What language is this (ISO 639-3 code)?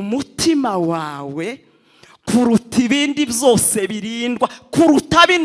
kin